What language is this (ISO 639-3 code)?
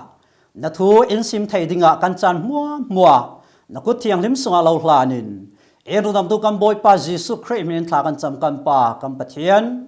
cfm